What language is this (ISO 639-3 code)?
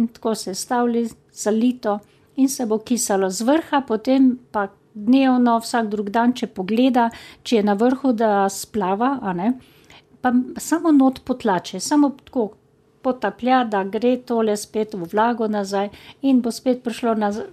slv